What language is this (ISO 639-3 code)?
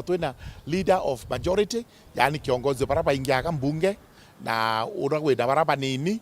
mer